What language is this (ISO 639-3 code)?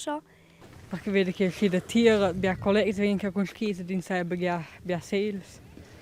roh